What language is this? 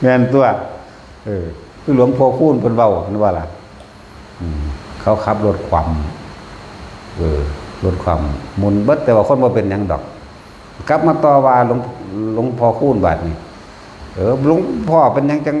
Northeastern Thai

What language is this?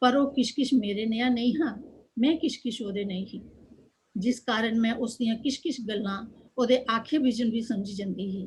Dogri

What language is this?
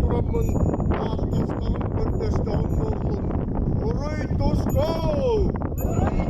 Yakut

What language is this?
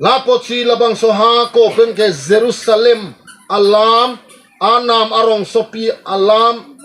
Karbi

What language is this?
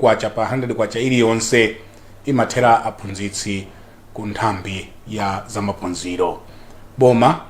Nyanja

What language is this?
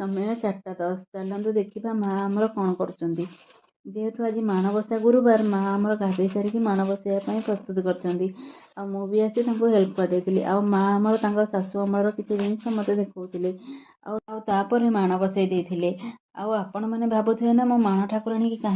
Odia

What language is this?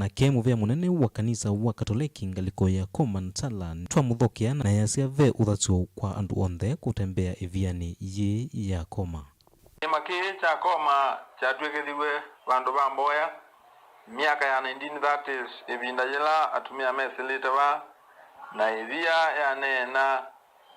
Kamba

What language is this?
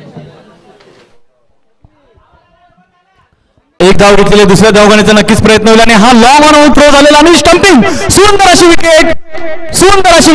Marathi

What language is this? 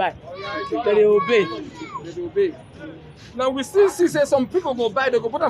Nigerian Pidgin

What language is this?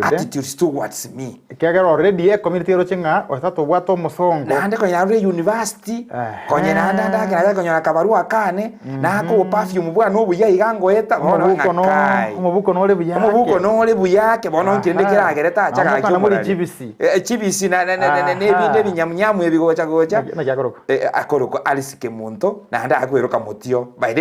Gusii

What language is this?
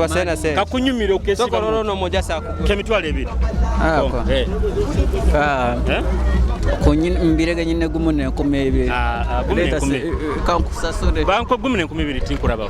Nyoro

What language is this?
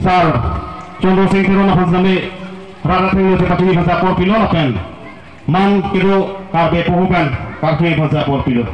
Karbi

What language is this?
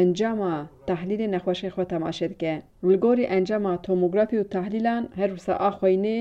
Kurdish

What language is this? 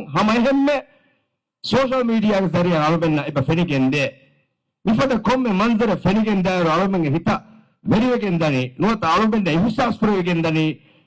Divehi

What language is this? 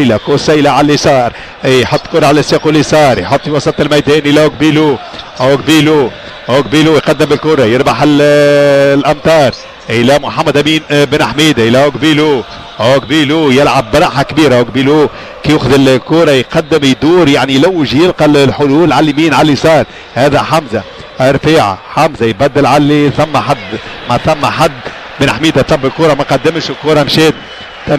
Tunisian Arabic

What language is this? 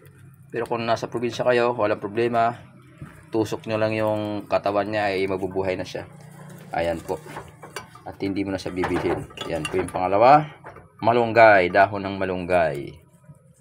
Filipino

